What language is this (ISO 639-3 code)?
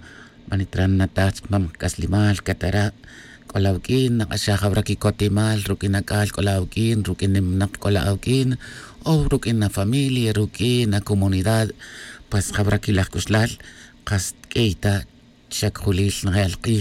tzj